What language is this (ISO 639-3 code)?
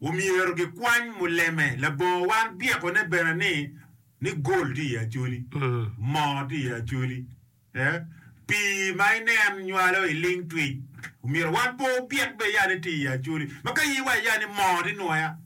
ach